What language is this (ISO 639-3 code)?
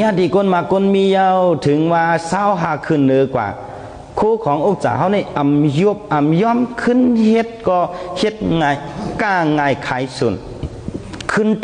shn